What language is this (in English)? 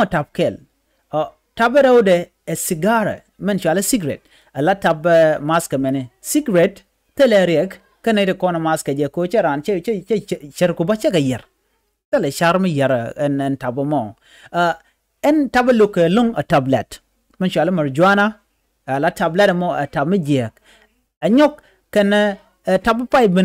Nuer